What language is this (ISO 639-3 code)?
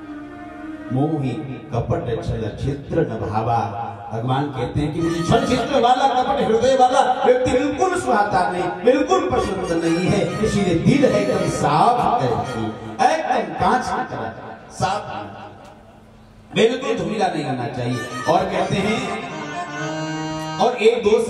hin